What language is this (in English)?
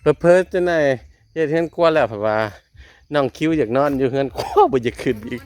Northeastern Thai